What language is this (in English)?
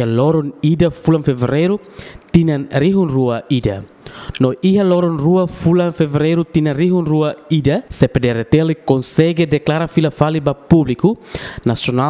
Tetum